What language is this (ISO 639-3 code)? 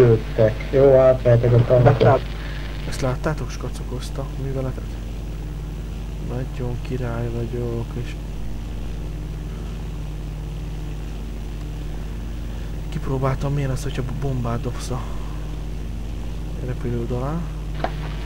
hun